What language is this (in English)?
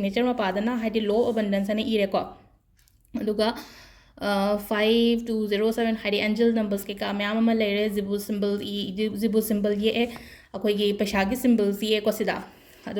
Manipuri